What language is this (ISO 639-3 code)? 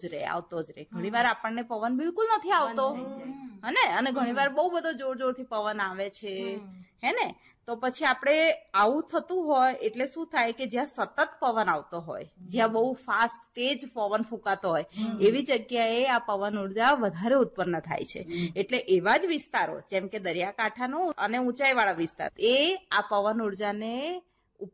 guj